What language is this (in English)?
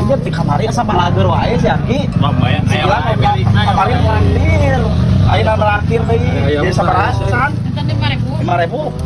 Sundanese